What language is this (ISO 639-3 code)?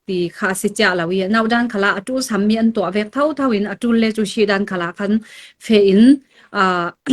cfm